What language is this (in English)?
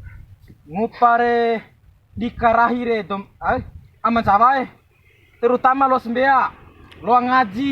Bima